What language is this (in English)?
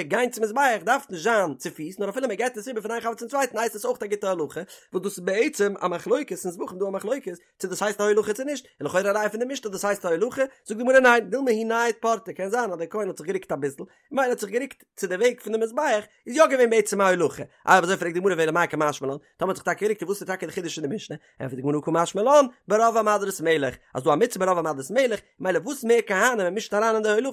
Yiddish